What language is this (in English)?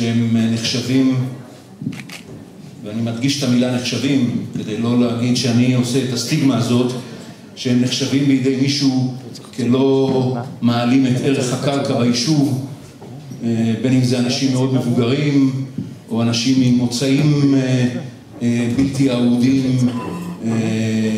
Hebrew